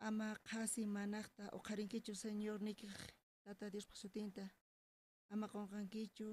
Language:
South Bolivian Quechua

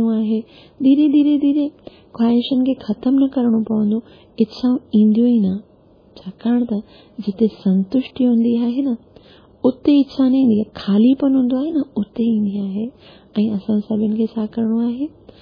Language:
Sindhi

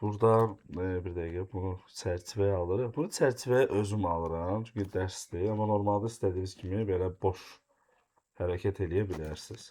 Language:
Azerbaijani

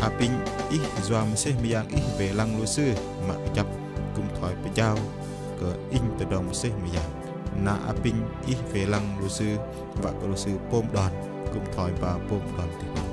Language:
Bahnar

